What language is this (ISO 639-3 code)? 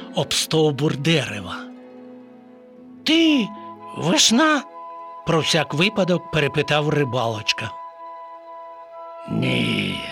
ukr